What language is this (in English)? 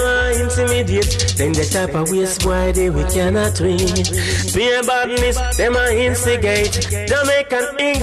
Jamaican Creole English